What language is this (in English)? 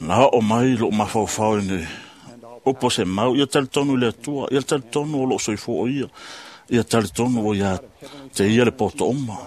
Samoan